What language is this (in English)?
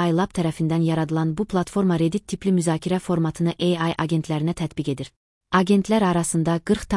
Azerbaijani